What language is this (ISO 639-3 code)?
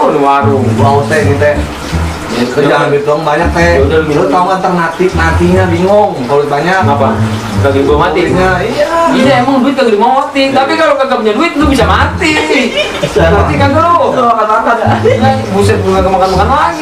bew